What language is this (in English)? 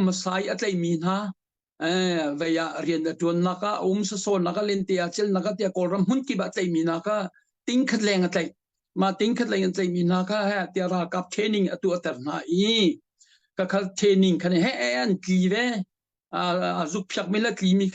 Hakha Chin